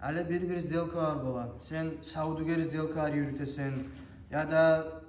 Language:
Kumyk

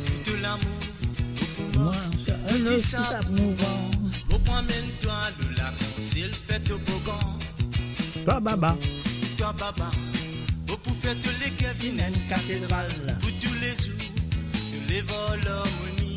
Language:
Morisyen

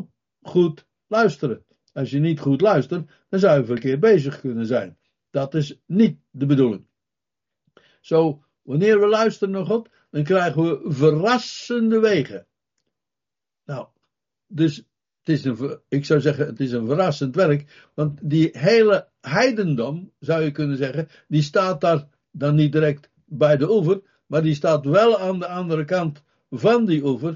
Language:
Dutch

